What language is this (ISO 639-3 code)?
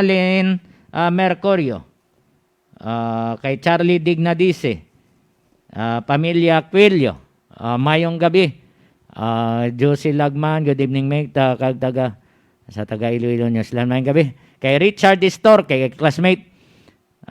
hil